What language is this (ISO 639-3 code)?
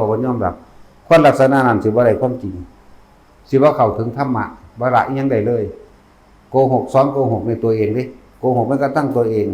tts